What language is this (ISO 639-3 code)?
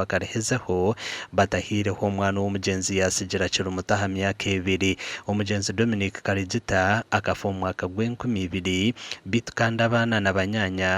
nyn